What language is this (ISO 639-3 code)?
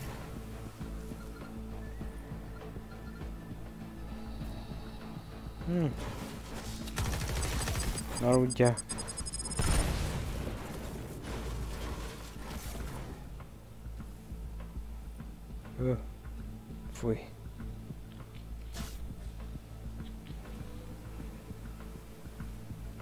hun